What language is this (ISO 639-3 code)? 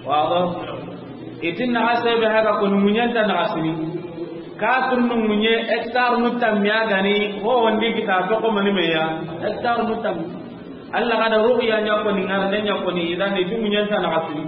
snk